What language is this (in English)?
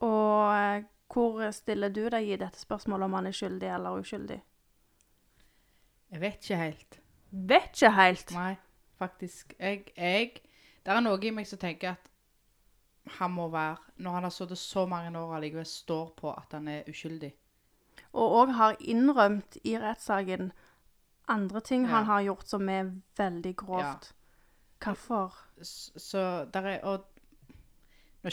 Norwegian